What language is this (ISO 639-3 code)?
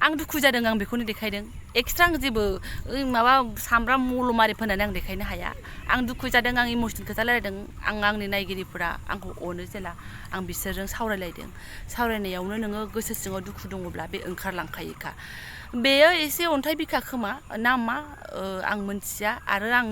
brx